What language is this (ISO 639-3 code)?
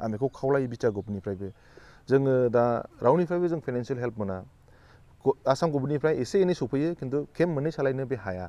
brx